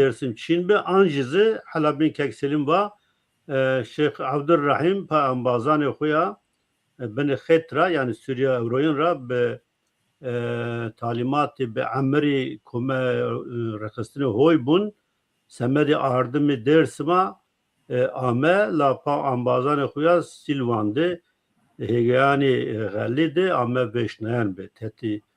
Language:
Zaza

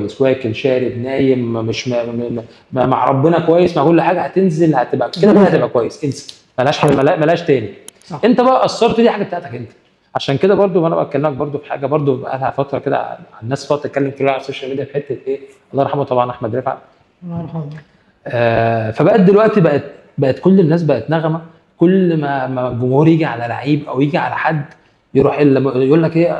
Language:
Egyptian Arabic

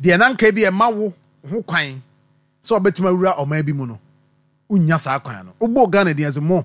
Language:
Akan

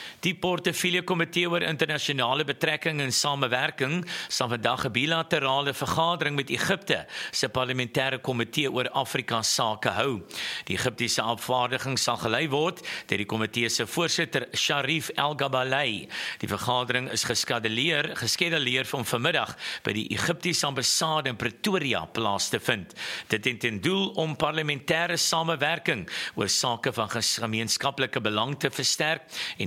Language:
Afrikaans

